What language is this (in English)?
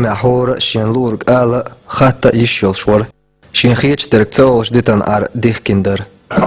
Chechen